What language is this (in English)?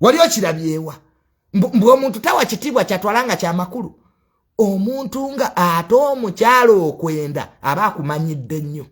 Ganda